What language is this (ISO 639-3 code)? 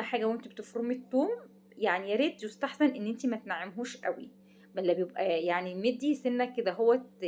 arz